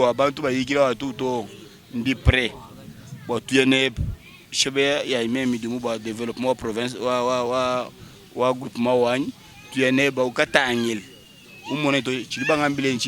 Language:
Luba-Lulua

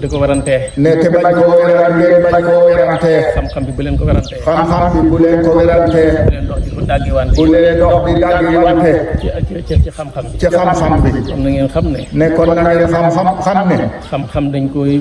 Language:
Wolof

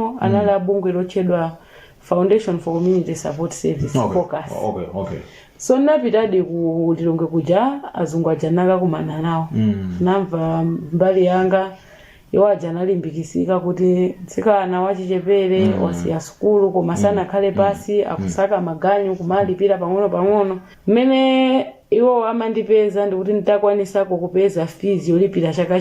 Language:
Nyanja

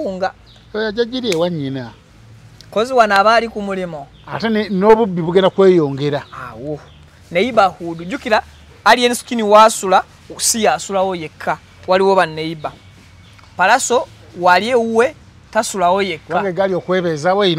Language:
Ganda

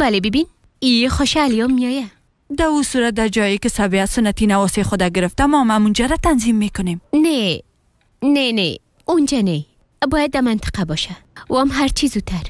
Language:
Persian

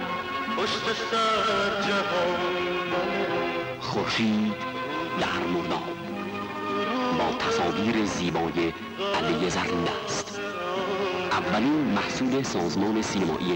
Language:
Persian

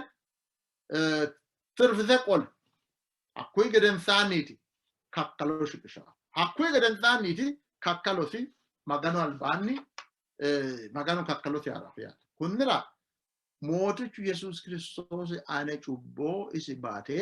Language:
Sidamo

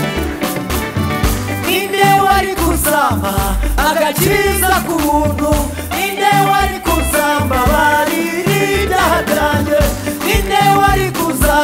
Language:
Kinyarwanda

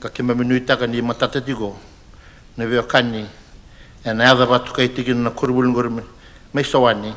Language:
Fijian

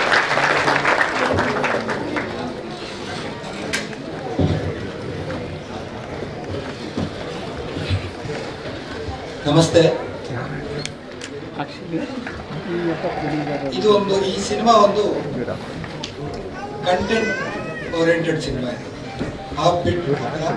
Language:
Kannada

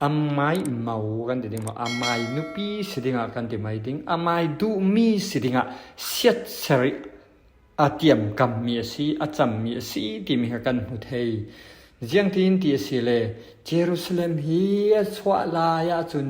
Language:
Falam Chin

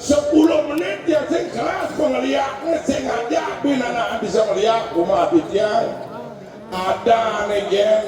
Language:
Balinese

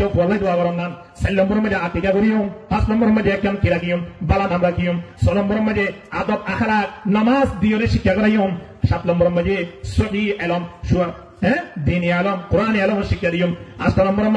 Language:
Rohingya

